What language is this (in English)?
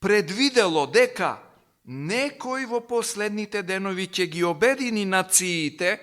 Macedonian